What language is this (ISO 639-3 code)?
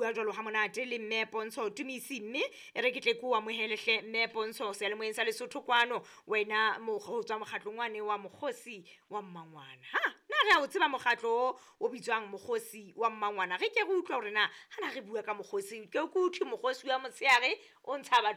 sot